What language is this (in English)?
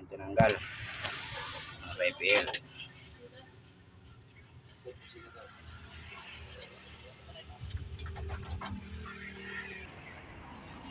Filipino